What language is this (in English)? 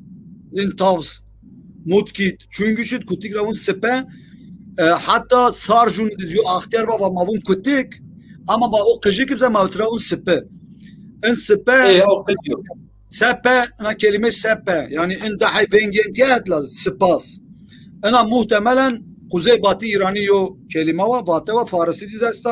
Zaza